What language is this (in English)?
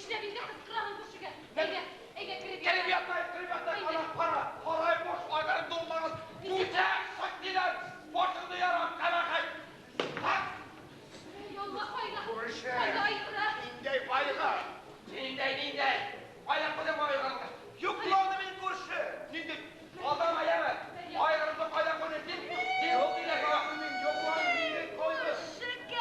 Bashkir